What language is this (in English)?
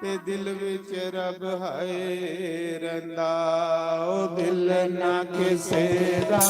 Dogri